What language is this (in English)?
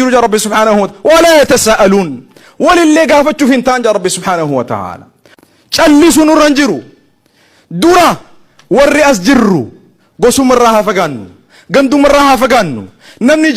Oromo